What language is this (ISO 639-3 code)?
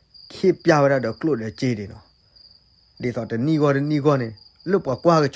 ksw